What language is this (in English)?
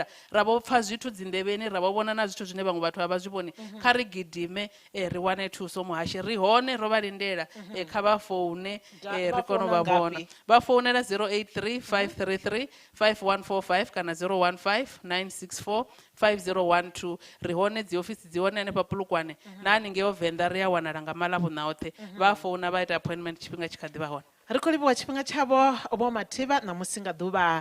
Venda